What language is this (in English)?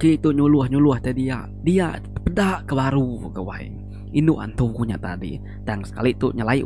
Iban